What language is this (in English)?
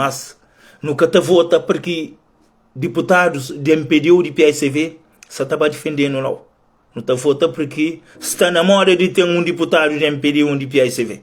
Kabuverdianu